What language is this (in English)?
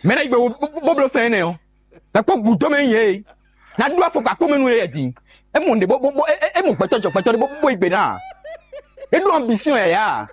Fon